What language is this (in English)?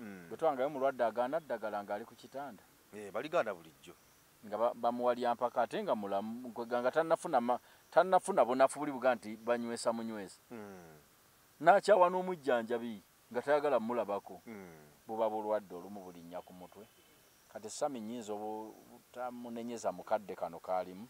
Ganda